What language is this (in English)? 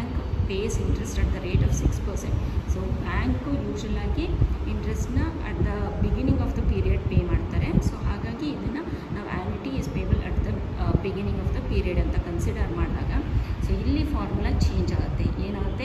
Kannada